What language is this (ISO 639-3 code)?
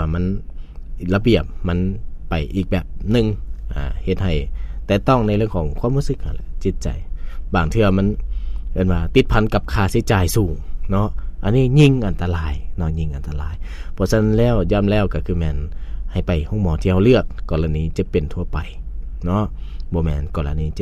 lao